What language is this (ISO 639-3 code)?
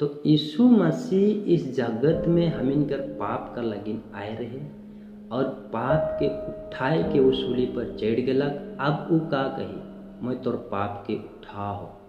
sck